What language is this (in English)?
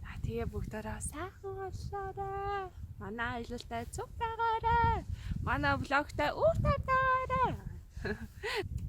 Mongolian